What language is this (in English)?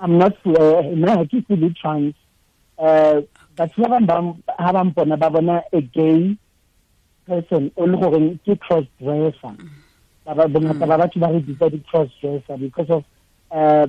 Tswana